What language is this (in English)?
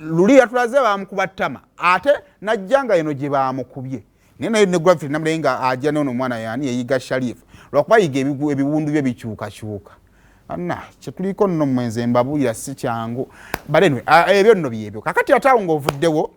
Ganda